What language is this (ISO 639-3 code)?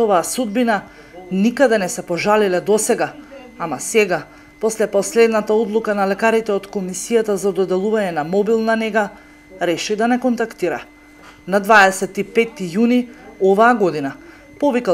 mkd